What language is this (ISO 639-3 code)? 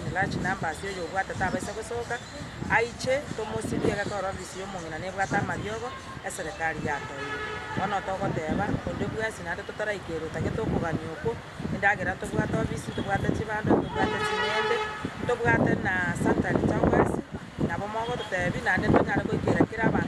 guz